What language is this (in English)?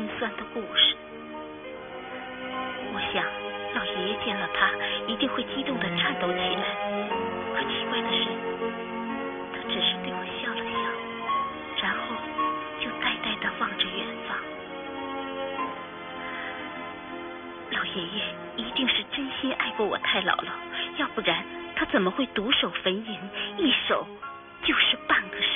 Chinese